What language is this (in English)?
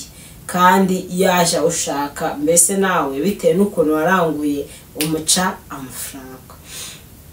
Kinyarwanda